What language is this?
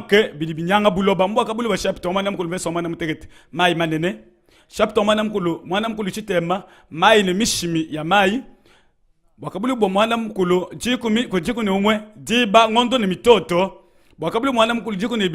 Luba-Lulua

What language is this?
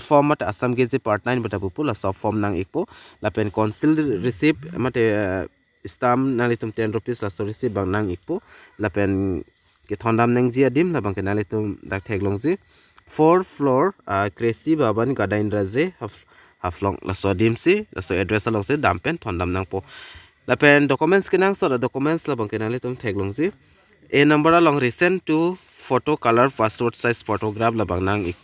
Karbi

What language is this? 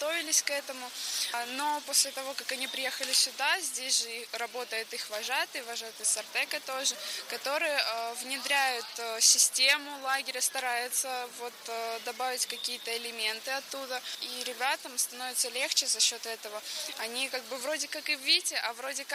Russian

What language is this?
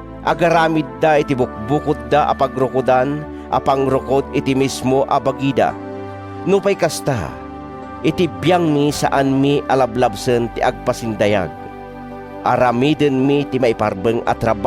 Iloko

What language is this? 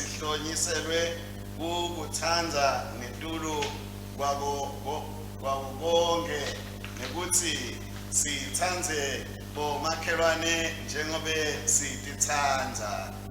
Swati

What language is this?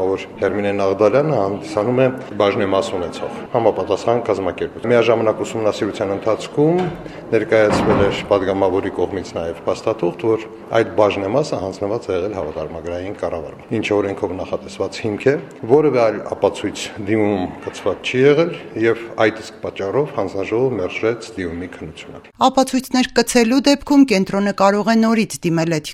Armenian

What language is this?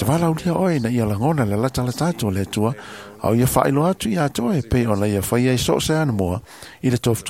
Samoan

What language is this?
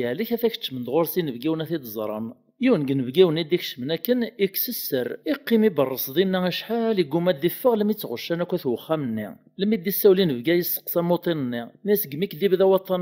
Kabyle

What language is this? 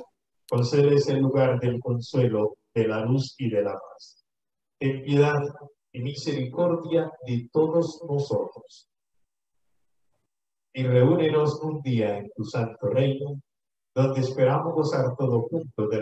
Spanish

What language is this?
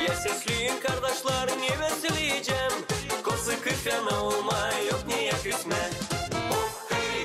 Gagauz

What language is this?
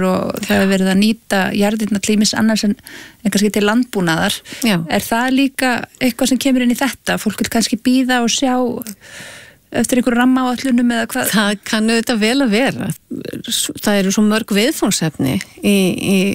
Icelandic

